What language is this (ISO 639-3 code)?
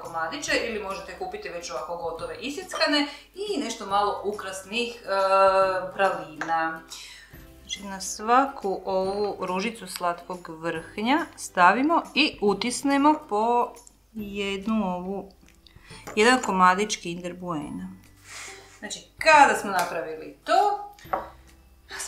hrv